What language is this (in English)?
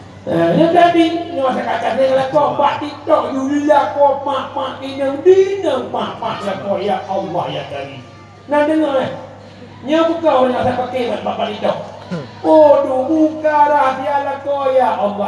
Achinese